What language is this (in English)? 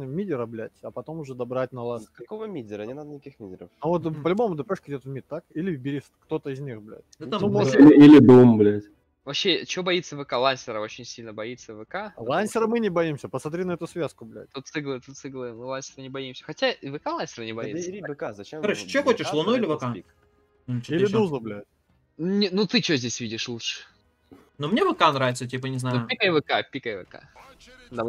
Russian